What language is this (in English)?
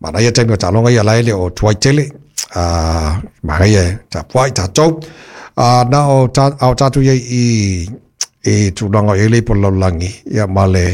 Samoan